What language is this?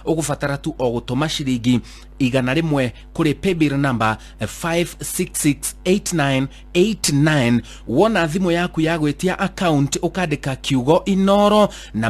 Kikuyu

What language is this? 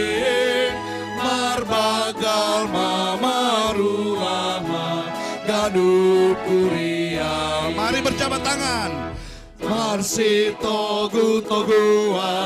Batak Simalungun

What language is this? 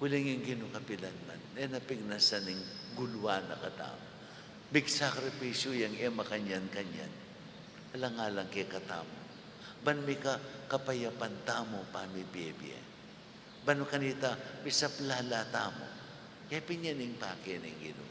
Pampanga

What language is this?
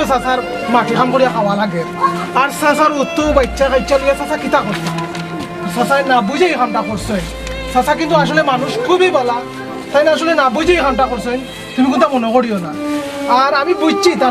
Sylheti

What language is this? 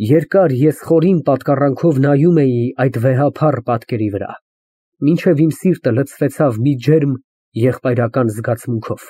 Armenian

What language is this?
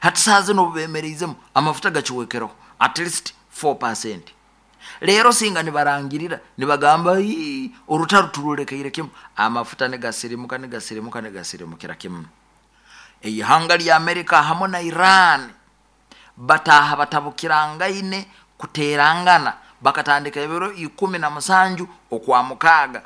Nyoro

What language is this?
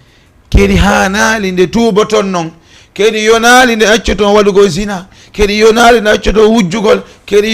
Fula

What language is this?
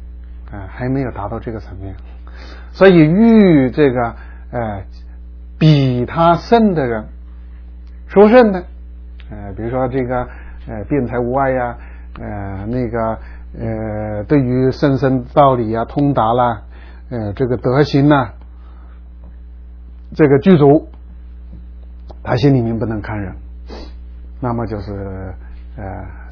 Chinese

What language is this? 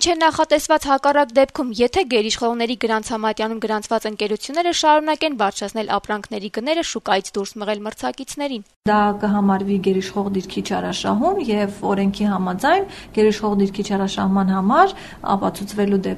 Armenian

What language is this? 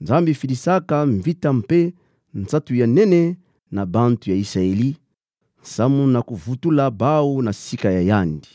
Kituba (Democratic Republic of Congo)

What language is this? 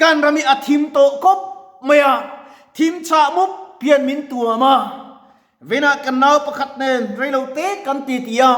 Mizo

